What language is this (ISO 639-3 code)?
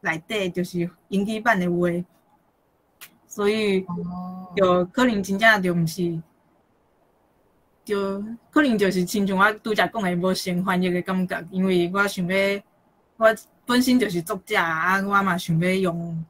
nan